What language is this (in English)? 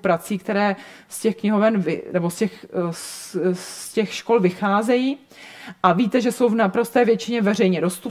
Czech